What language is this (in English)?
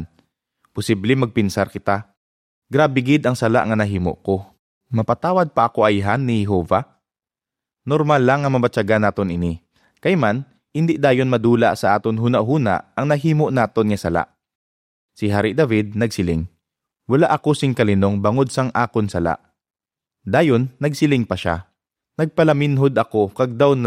Hiligaynon